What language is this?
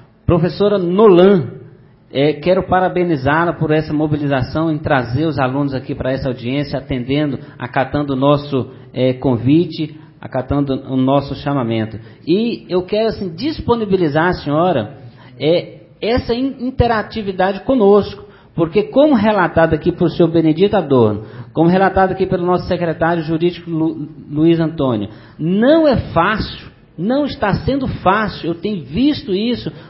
Portuguese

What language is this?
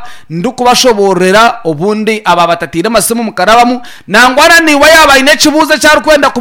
Nyankole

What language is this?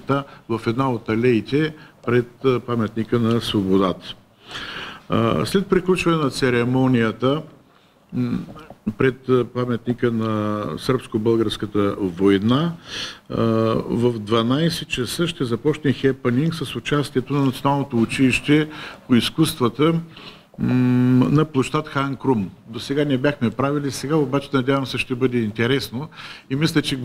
Bulgarian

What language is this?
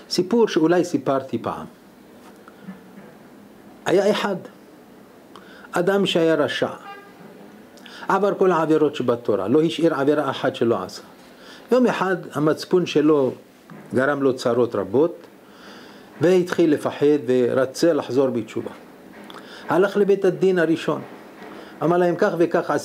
Hebrew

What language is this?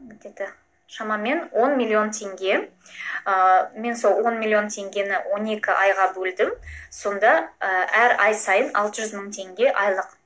Kazakh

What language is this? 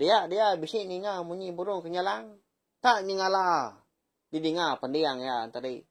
Iban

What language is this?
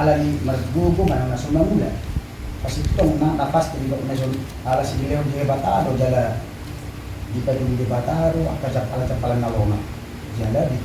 Batak Toba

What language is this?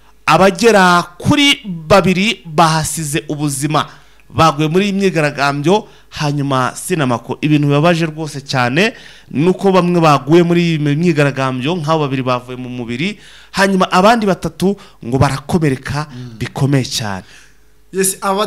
Kinyarwanda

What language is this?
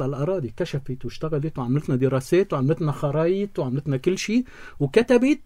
North Levantine Arabic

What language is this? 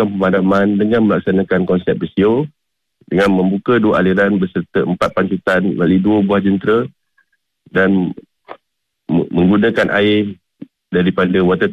Malay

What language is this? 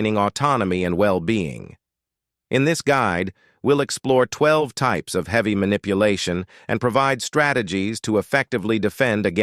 English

